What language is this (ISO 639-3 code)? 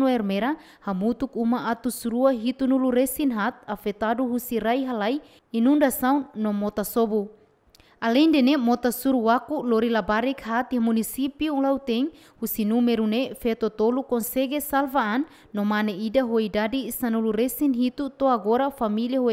tet